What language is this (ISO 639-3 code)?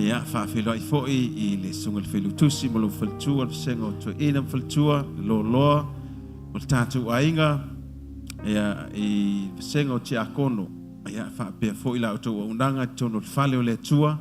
smo